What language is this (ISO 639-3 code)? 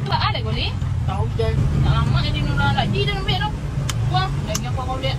min